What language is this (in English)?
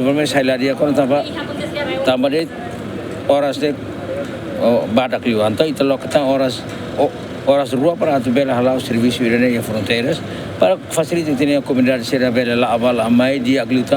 Tetum